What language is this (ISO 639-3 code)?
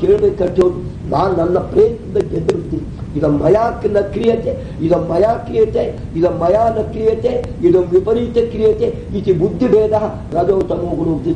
kan